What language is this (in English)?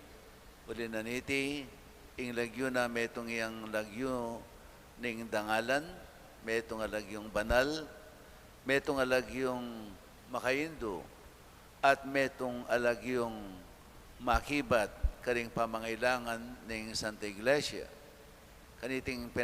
Pampanga